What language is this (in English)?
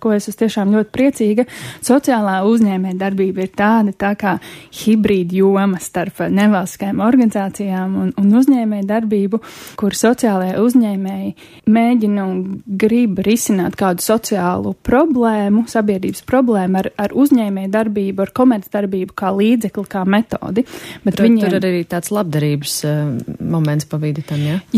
Latvian